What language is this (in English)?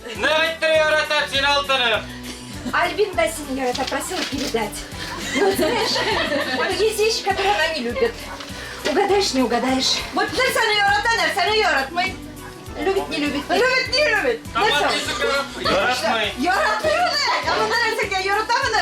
Bashkir